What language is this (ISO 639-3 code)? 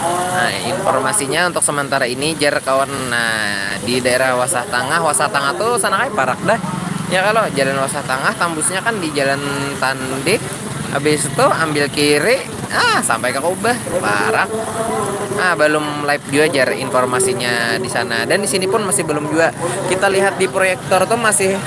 bjn